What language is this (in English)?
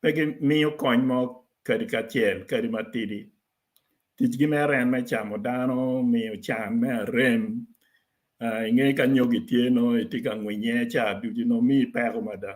Acoli